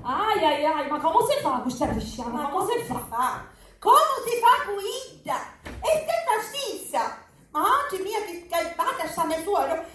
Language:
Sicilian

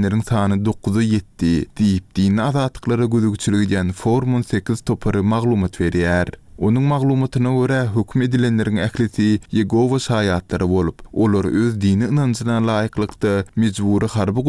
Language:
Turkmen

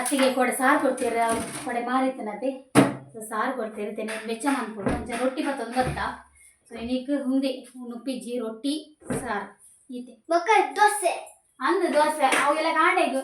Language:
Tulu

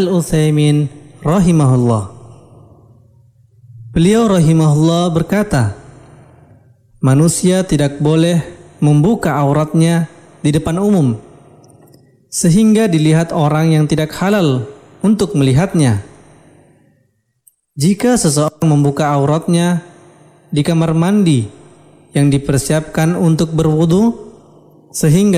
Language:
Indonesian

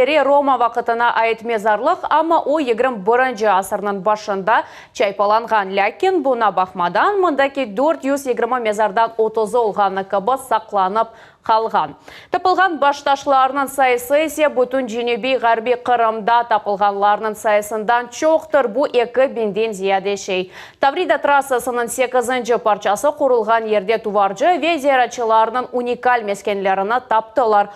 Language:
Crimean Tatar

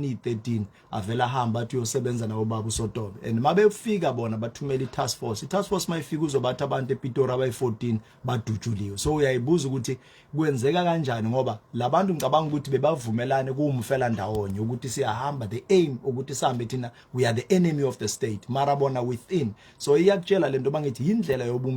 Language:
Zulu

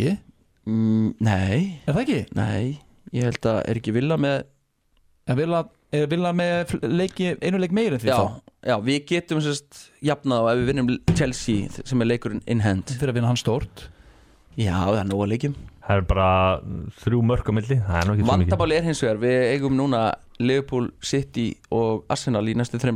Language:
Icelandic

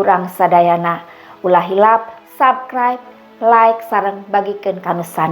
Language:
Sundanese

